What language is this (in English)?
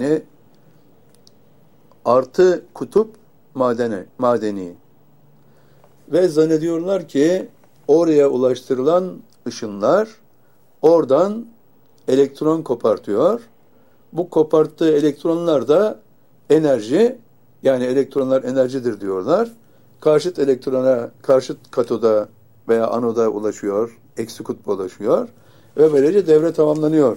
Turkish